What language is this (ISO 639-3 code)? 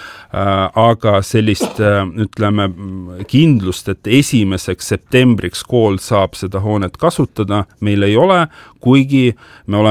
est